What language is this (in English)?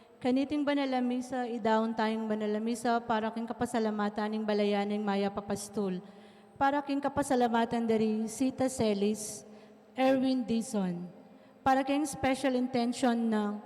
Pampanga